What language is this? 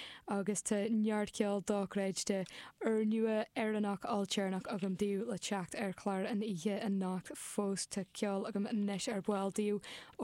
Irish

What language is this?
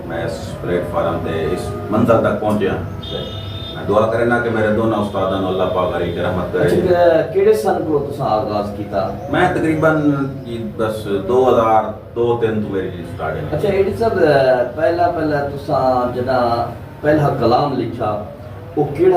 Saraiki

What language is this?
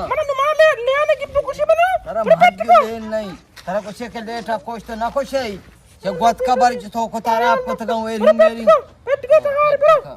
Eastern Balochi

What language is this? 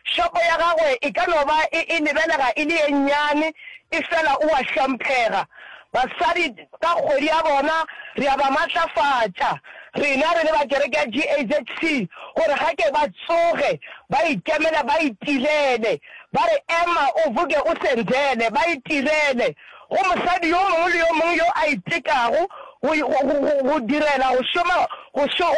Northern Sotho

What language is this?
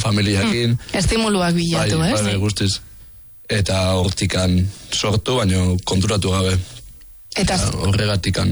Basque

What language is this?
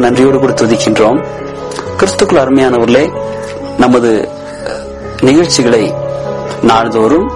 Tamil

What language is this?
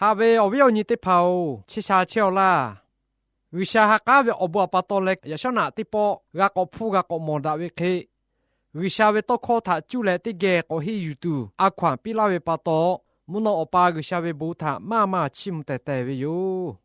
Lahu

